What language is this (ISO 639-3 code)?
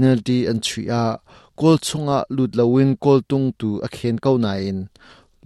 cnh